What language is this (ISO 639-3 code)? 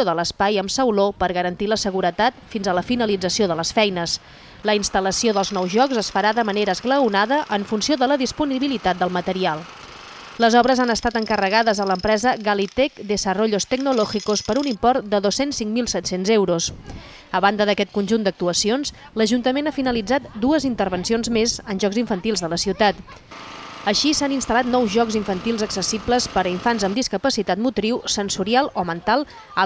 cat